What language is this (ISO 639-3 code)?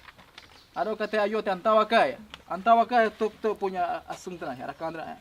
prq